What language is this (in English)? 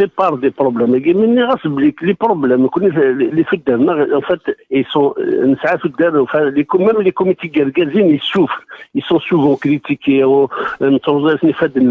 Kabyle